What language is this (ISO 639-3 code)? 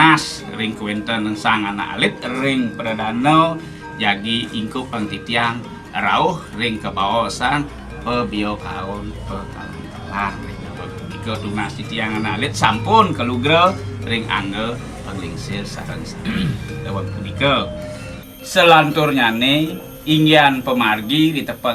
ban